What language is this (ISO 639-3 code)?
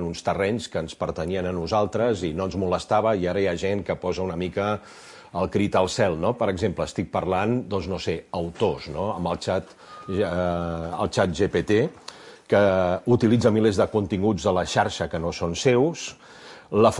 cat